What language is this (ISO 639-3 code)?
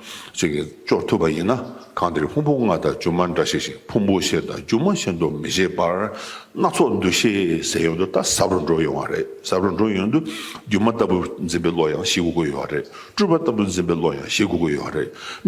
bod